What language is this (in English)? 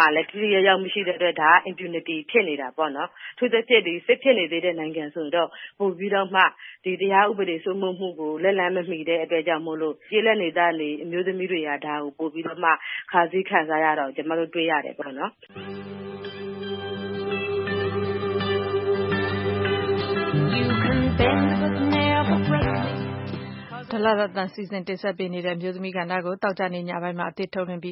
Burmese